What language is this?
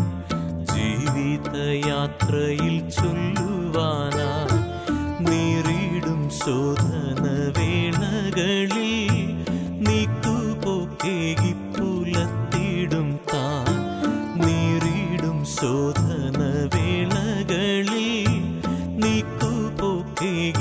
Malayalam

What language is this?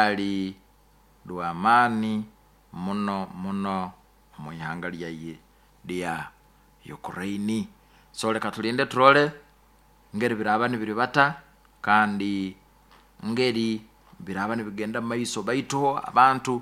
Nyoro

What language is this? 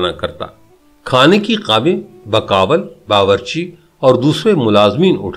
Urdu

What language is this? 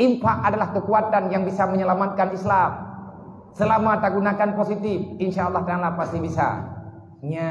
Achinese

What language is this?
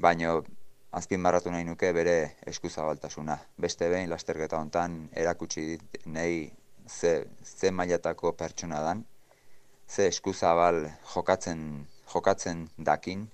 Basque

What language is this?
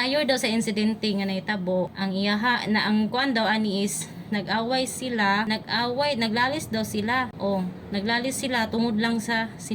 Cebuano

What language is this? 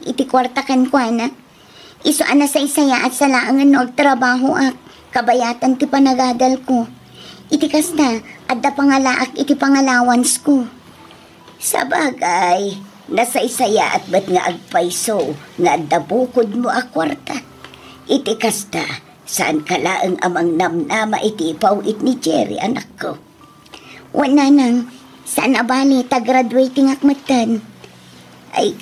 Iloko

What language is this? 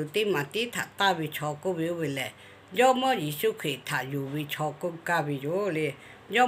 Lahu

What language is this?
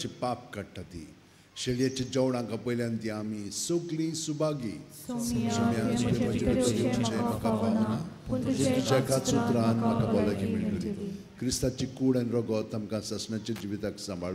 Konkani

